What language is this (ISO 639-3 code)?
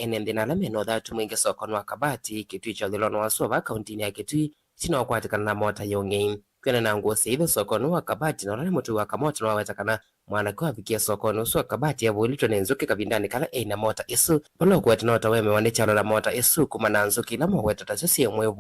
kam